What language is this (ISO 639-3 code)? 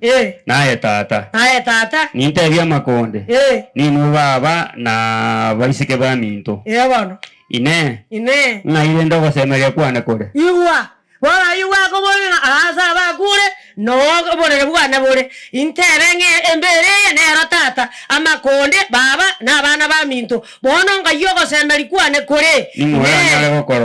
guz